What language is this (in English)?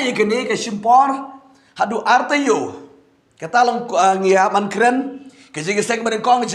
Khasi